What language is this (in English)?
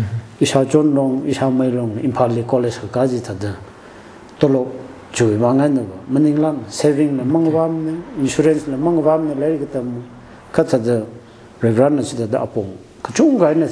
Tangkhul Naga (India)